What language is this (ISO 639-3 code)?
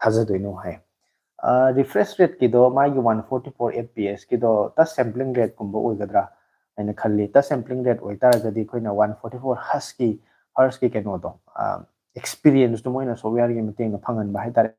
mni